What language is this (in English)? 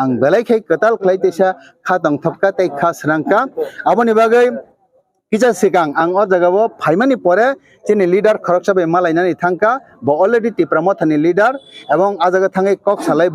Kok Borok